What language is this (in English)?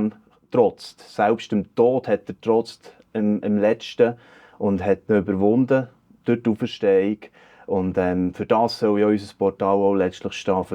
Swiss German